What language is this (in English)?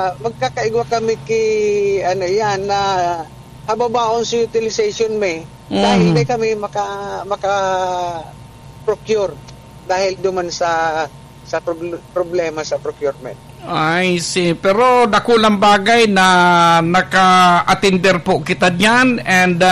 Bikol